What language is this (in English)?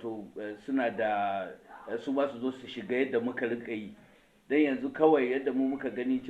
Hausa